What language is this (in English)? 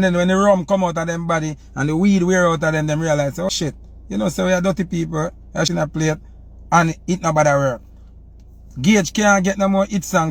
Jamaican Creole English